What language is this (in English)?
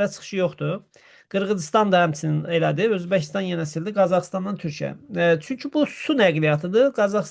Azerbaijani